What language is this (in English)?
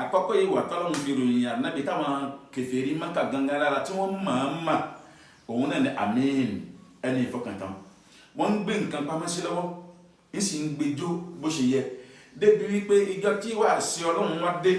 Yoruba